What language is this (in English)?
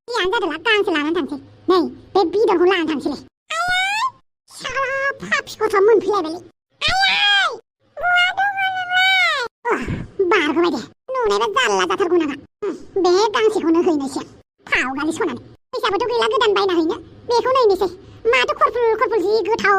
Bodo